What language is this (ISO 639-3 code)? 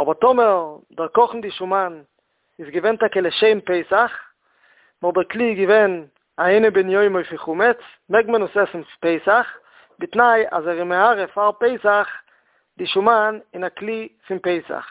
yid